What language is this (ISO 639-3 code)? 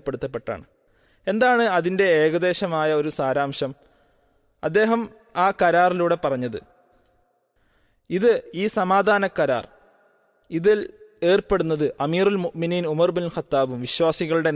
mal